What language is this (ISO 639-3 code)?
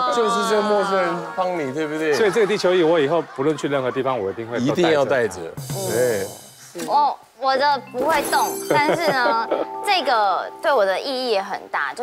zho